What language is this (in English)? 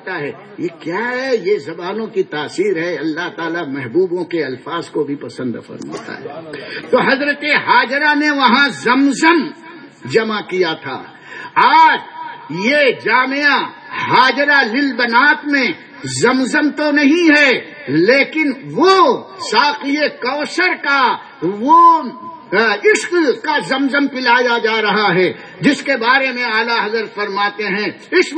Urdu